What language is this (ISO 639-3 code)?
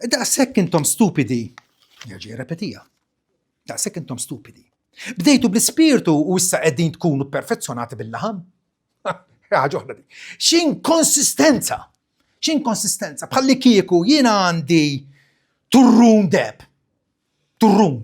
mlt